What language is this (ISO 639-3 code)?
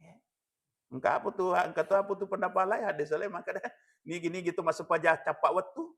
bug